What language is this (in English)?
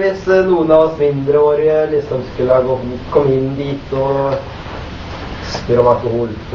Norwegian